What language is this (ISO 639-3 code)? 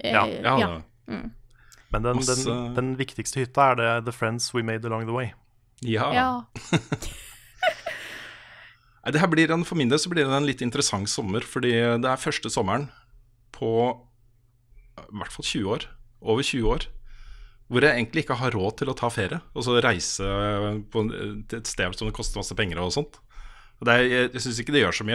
nor